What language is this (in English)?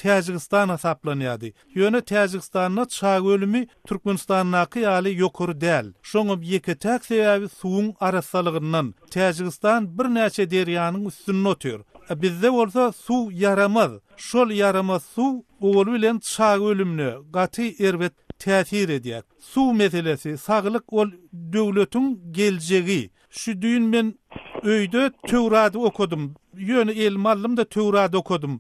Turkmen